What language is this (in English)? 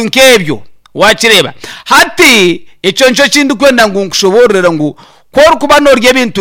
Nyankole